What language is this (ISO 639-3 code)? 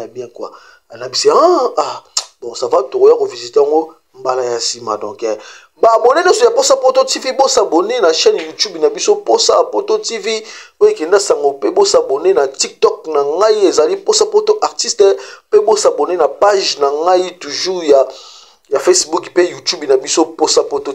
lin